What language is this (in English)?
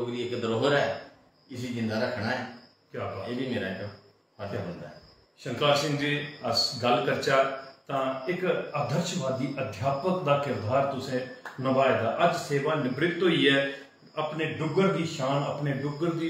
Dogri